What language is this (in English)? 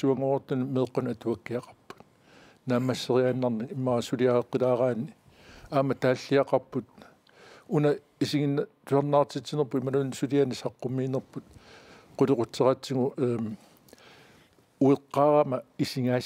Kalaallisut